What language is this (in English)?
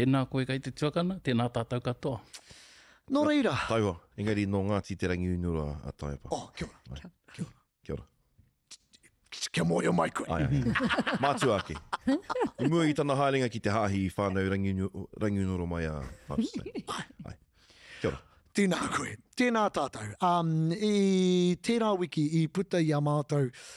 Māori